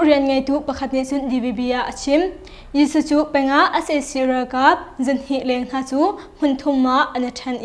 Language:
Hakha Chin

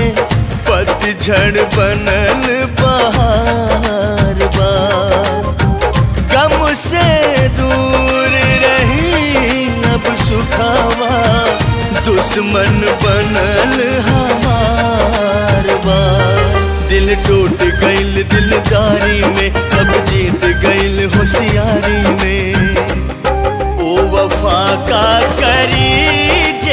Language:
Bhojpuri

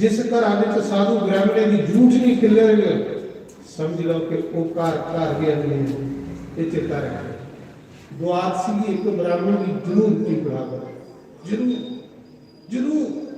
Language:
Dogri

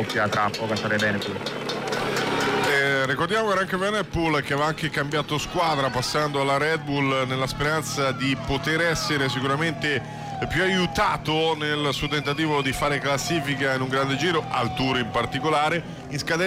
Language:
Italian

